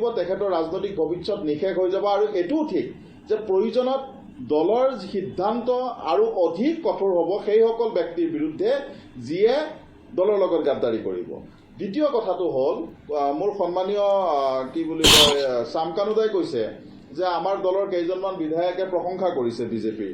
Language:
Assamese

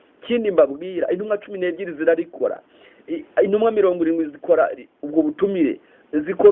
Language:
Kinyarwanda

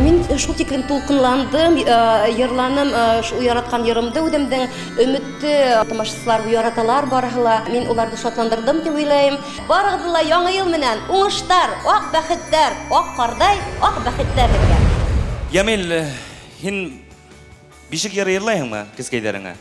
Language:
Bashkir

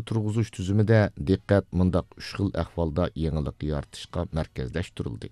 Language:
Uyghur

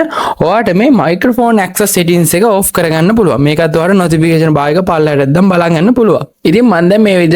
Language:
Sinhala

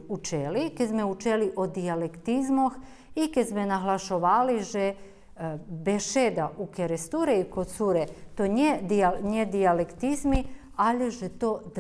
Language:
Rusyn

